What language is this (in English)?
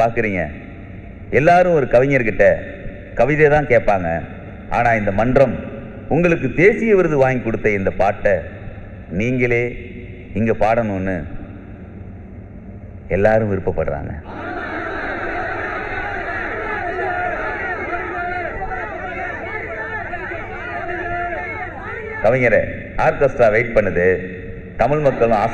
Tamil